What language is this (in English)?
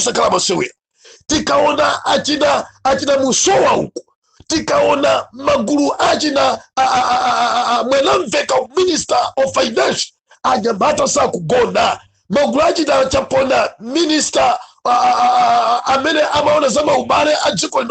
Nyanja